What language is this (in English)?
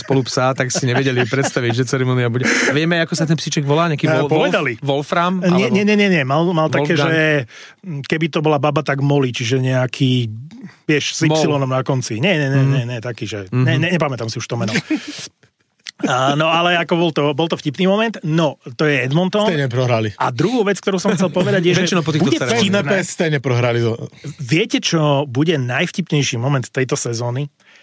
Slovak